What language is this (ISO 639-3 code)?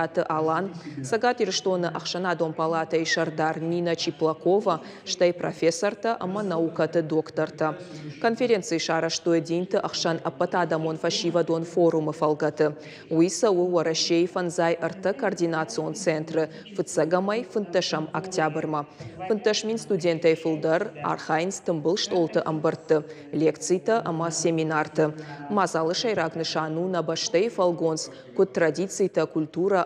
oss